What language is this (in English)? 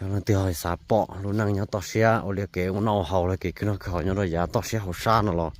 Hmong